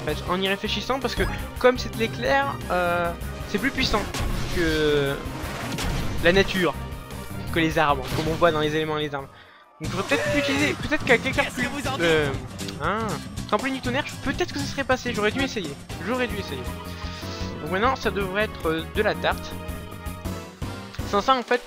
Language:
French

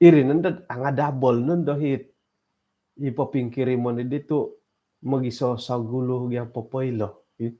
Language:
Central Dusun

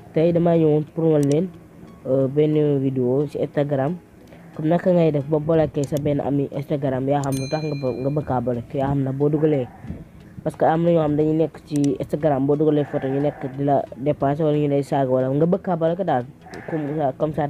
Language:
Wolof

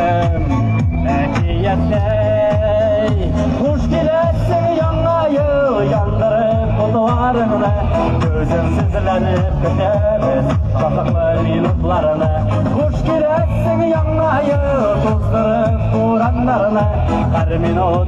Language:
Tatar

